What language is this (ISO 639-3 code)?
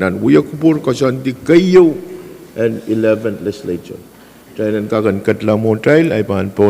pon